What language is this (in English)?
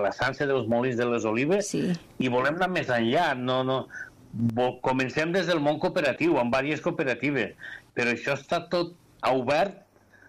Catalan